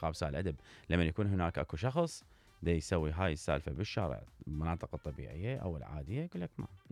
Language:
Mesopotamian Arabic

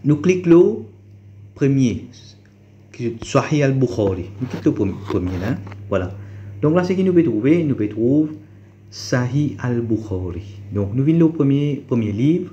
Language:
Morisyen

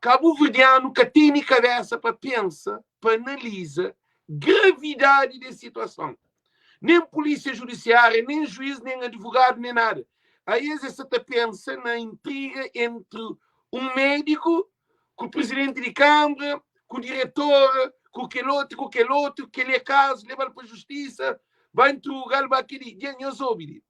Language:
Kabuverdianu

